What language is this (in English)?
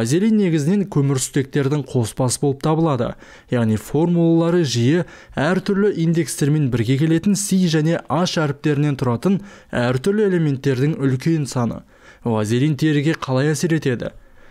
Kazakh